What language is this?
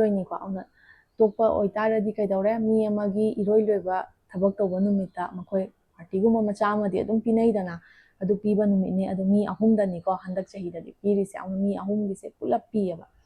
Manipuri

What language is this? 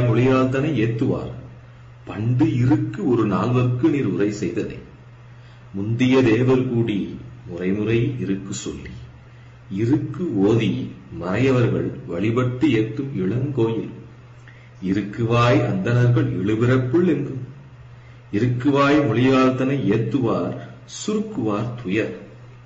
Tamil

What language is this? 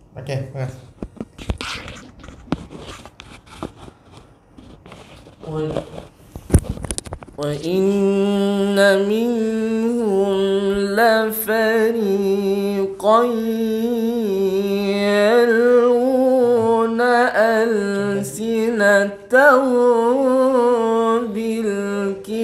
Malay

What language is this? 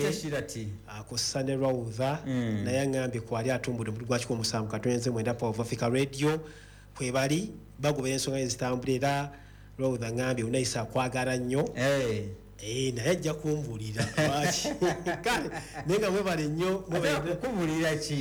Ganda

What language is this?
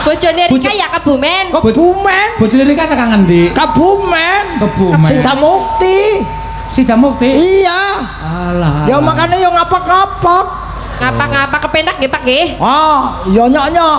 Javanese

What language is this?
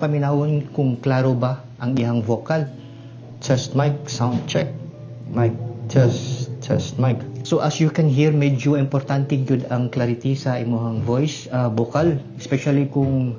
Cebuano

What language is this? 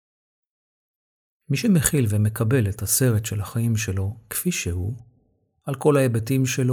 Hebrew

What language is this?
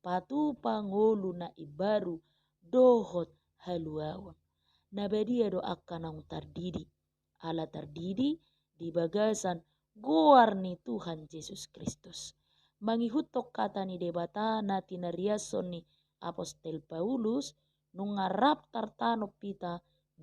Batak Toba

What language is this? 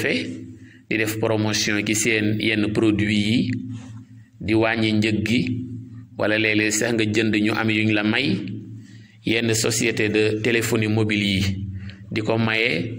Wolof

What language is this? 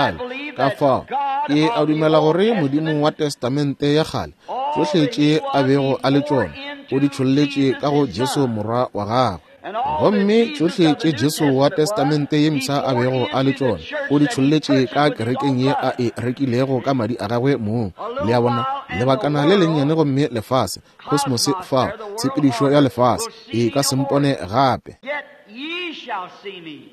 Northern Sotho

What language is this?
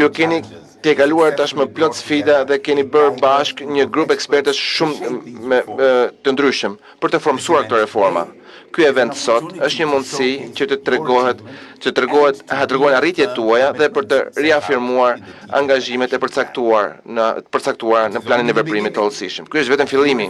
Albanian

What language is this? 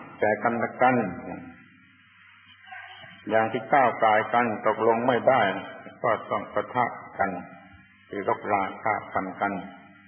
Thai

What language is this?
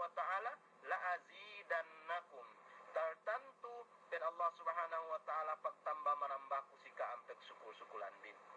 Yakan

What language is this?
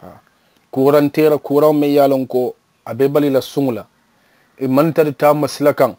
Mandingo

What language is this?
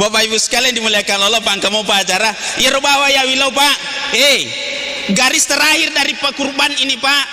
Buginese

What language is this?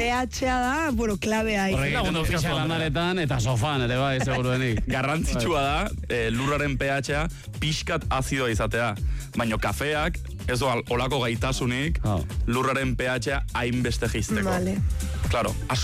Basque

